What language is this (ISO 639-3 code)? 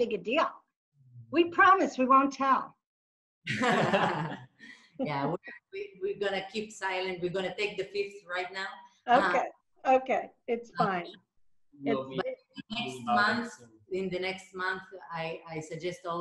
eng